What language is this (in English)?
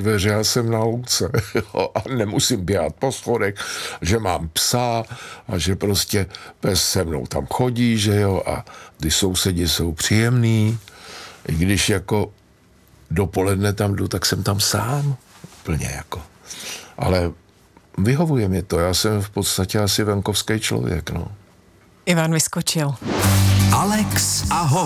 Czech